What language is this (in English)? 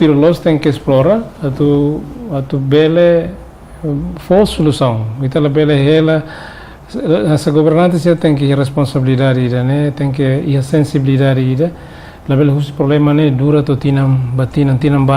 Tetum